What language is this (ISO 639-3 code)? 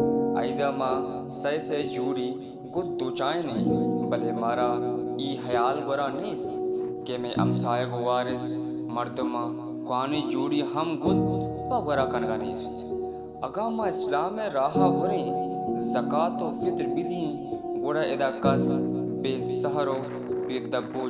bal